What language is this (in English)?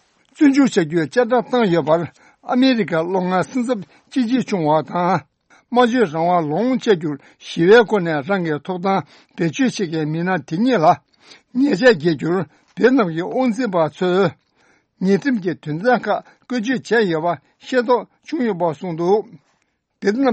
Tibetan